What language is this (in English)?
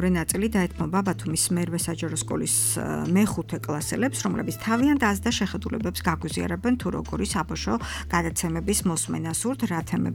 Georgian